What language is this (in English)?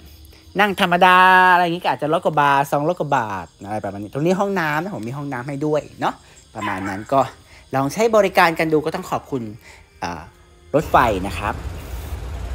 Thai